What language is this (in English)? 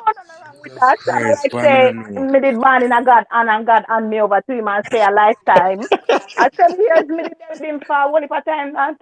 Jamaican Creole English